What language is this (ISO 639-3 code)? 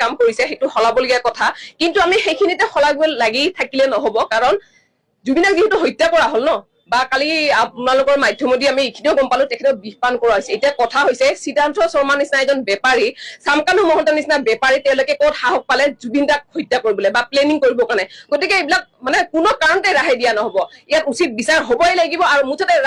asm